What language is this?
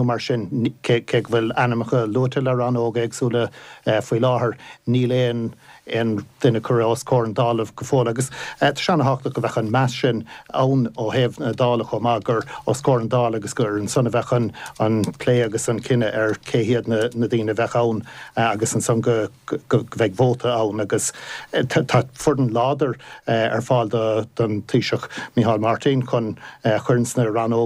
Irish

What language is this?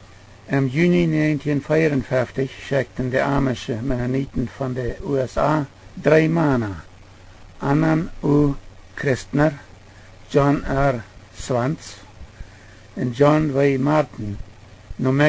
Plautdietsch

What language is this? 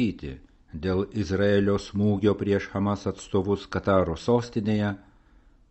Lithuanian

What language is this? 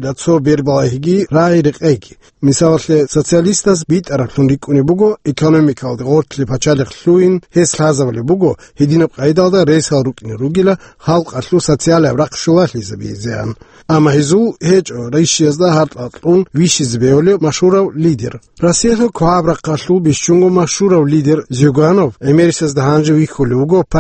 Avaric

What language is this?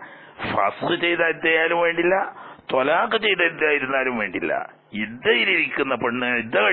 Malayalam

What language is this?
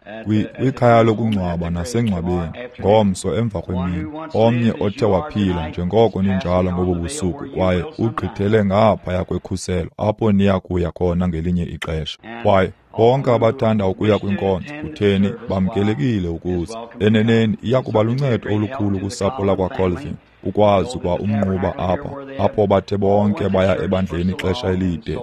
Xhosa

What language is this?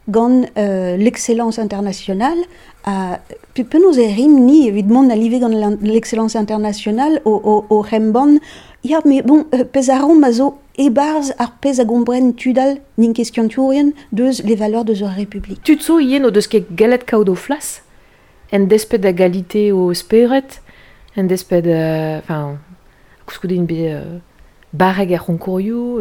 Breton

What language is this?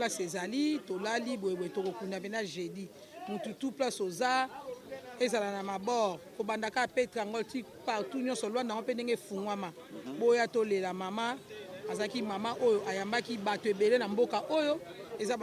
Lingala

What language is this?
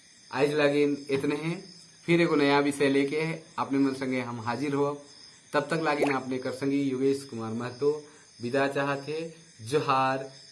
Sadri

